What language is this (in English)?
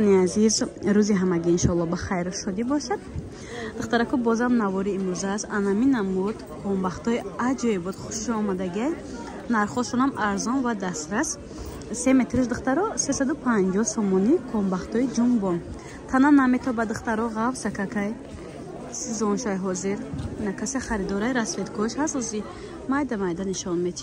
Tajik